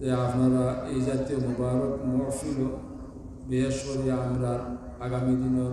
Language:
Sylheti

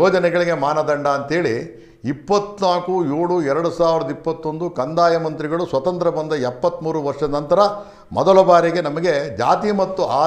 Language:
Kannada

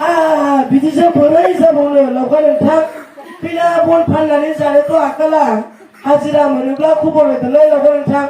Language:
Bodo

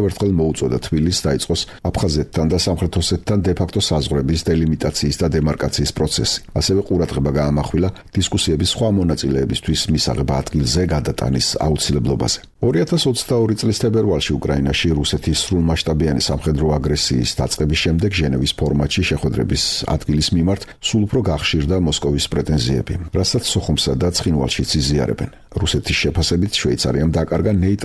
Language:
Georgian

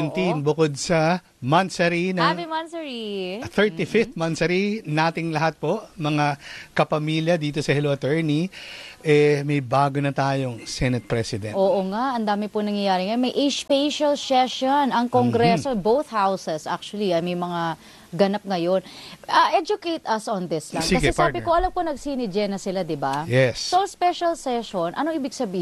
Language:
Filipino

